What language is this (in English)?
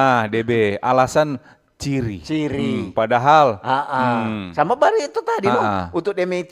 Manado Malay